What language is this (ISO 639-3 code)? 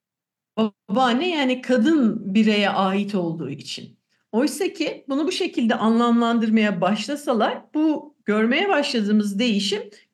tur